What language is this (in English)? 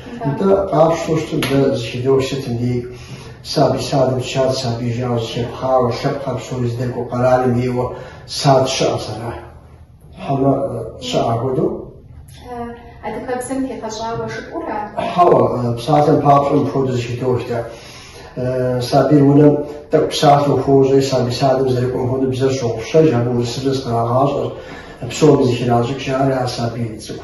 Kabardian